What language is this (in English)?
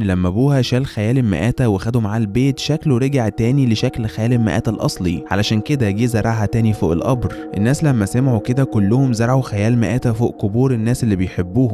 Egyptian Arabic